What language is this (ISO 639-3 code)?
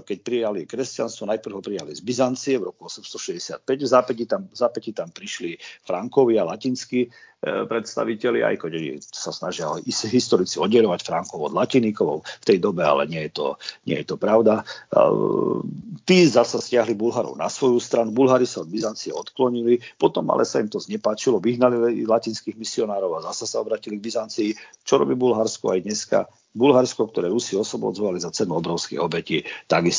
slk